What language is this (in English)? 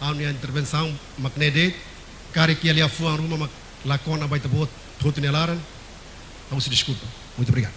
Tetum